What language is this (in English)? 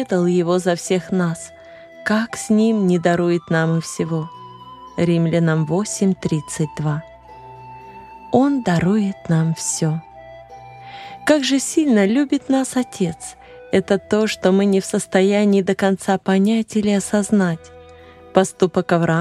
Russian